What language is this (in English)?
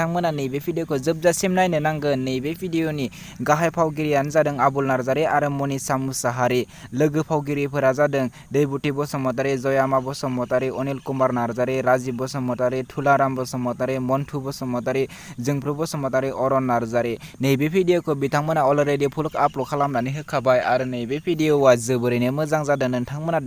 Bodo